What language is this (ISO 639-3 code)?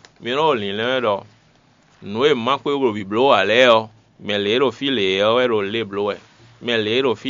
fon